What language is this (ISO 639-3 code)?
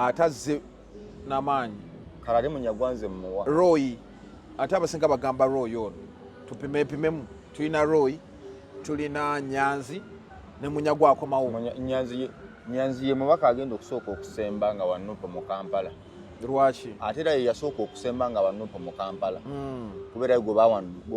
lug